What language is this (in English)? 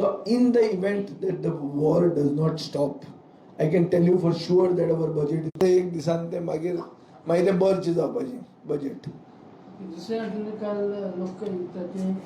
Konkani